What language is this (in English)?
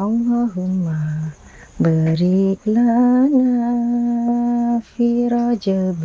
Madurese